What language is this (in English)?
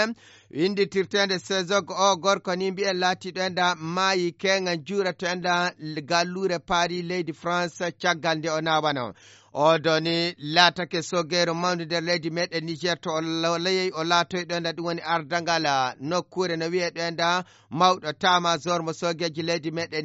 Fula